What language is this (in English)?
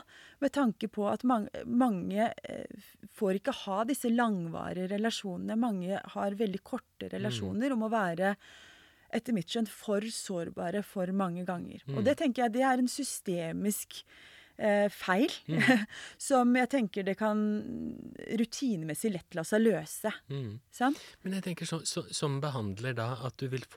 Norwegian